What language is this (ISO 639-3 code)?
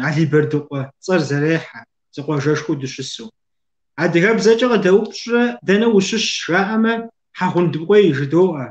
kbd